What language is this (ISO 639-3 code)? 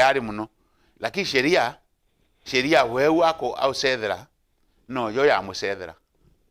mer